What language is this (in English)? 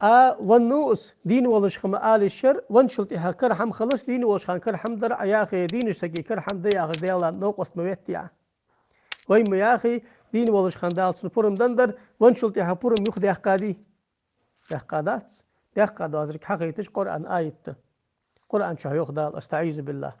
Ingush